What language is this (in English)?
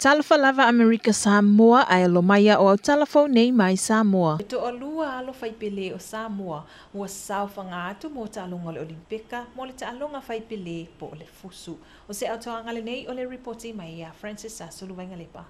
Samoan